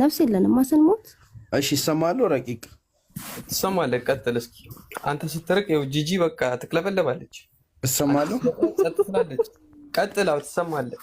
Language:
Amharic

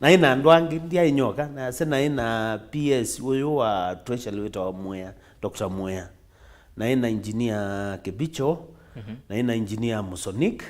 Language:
Kamba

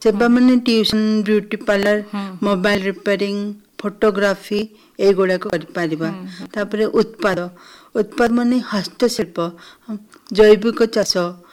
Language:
Odia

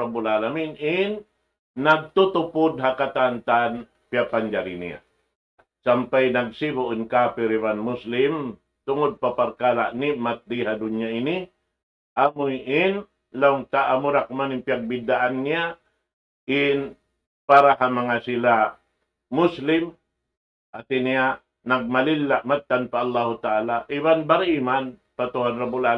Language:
Tausug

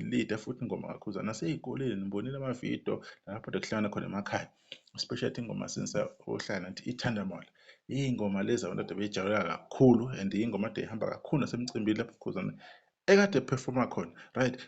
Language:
Zulu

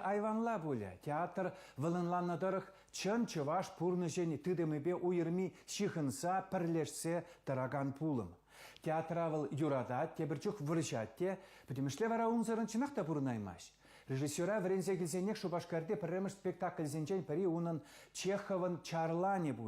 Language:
Chuvash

